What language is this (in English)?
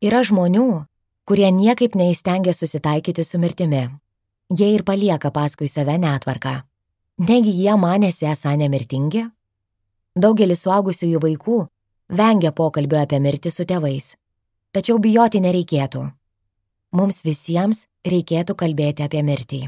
Lithuanian